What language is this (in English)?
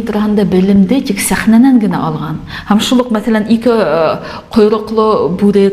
Bashkir